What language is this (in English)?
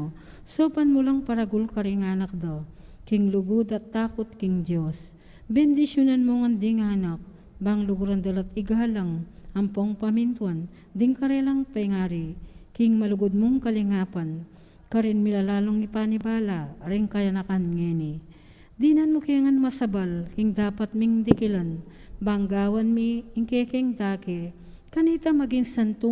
Pampanga